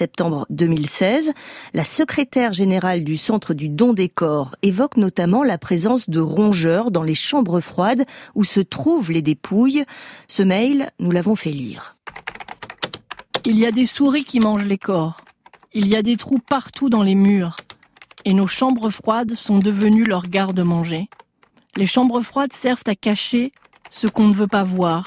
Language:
French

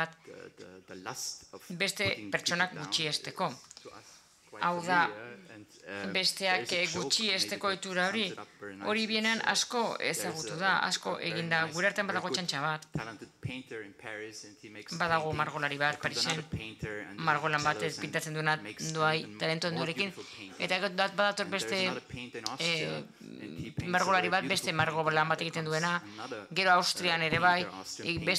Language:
Basque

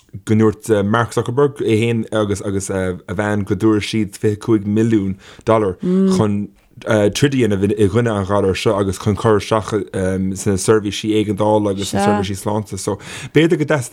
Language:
Irish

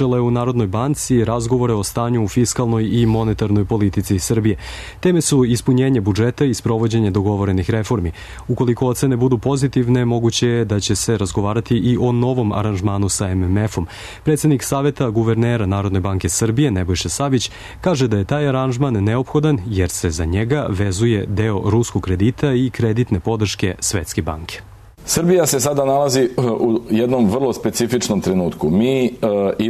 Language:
Serbian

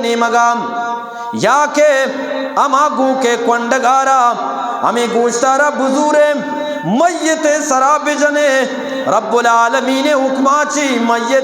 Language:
Eastern Balochi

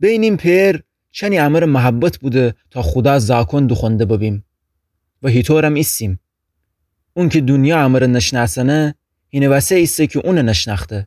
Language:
Gilaki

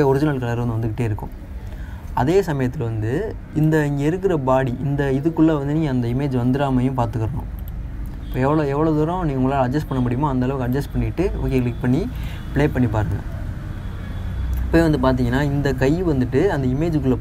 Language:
Tamil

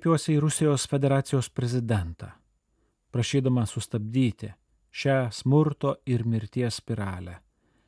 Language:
Lithuanian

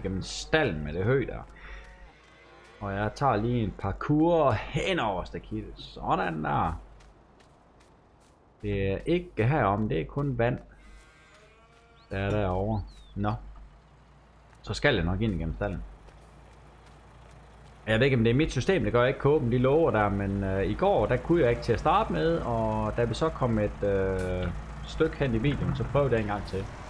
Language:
Danish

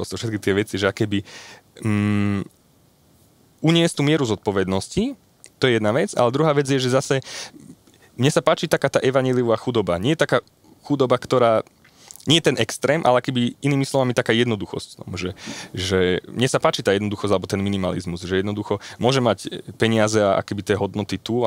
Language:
Slovak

